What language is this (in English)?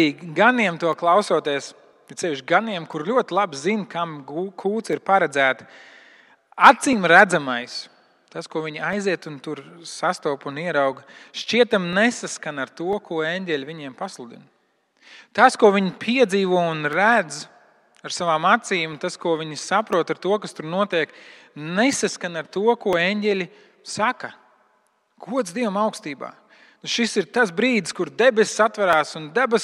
Latvian